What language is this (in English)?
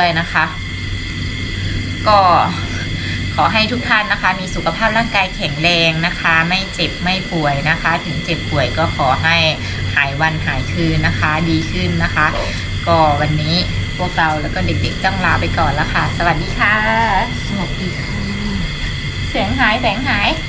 Thai